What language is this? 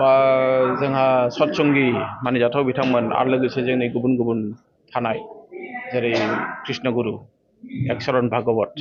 Bodo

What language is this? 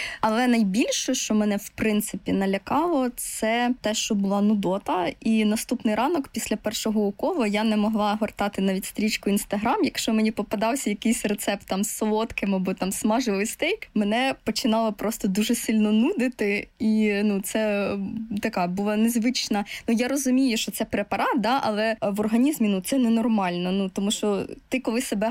Ukrainian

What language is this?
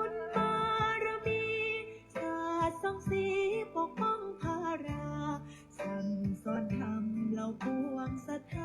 Pali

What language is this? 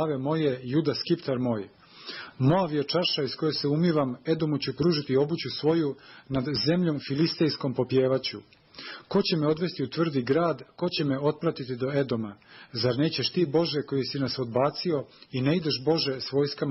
Serbian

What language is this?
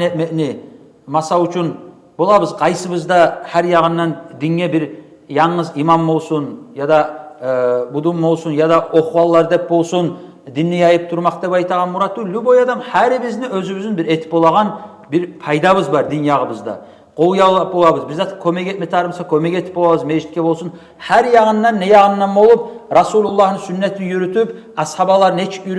Kumyk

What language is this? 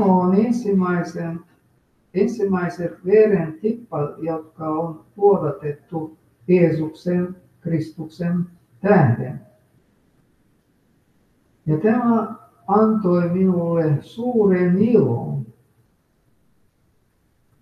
Finnish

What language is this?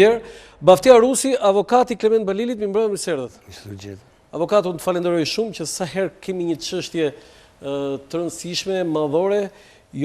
Albanian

